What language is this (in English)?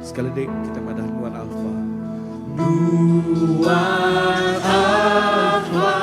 Iban